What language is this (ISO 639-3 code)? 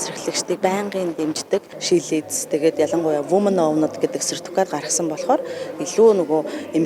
mon